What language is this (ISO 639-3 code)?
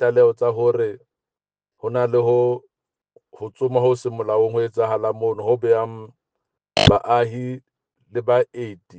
sot